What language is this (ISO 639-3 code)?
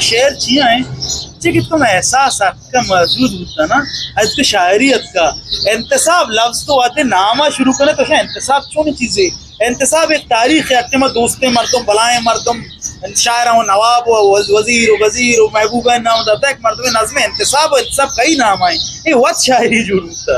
bgp